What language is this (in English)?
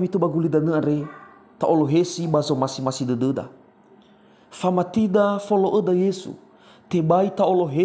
Nias